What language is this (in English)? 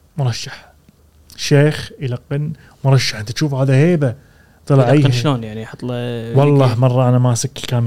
Gulf Arabic